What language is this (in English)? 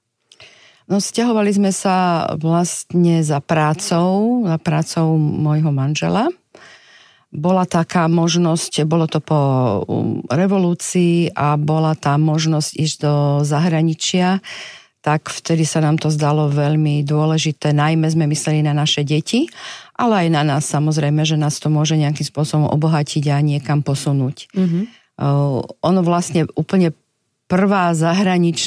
Slovak